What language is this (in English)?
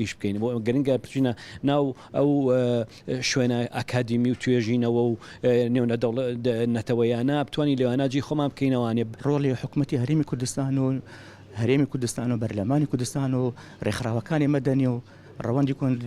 Central Kurdish